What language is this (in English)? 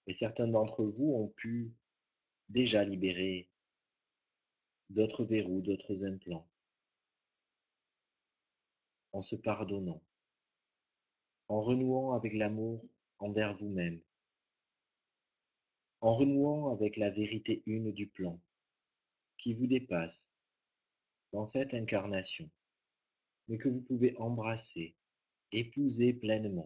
French